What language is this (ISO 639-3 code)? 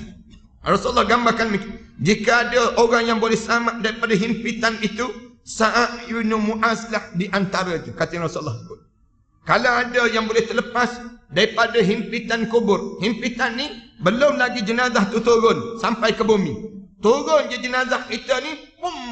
msa